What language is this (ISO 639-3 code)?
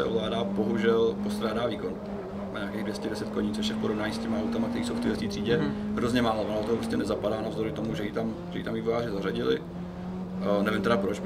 ces